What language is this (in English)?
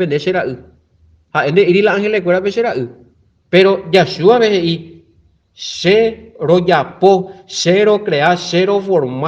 Guarani